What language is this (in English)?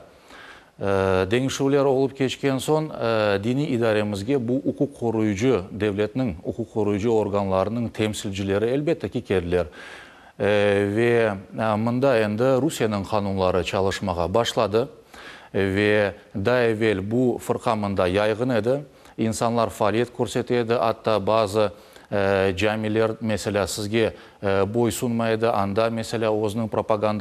Crimean Tatar